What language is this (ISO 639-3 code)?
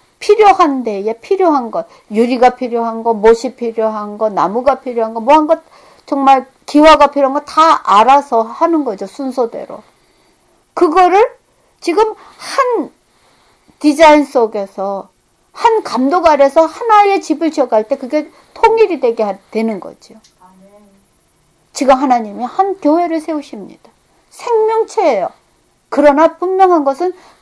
kor